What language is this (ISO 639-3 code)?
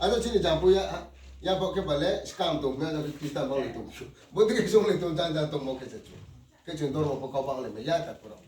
ria